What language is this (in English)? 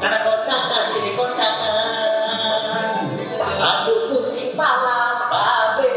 Betawi